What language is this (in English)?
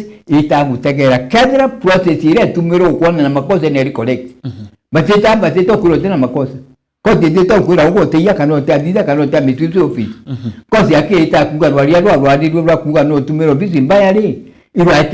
Meru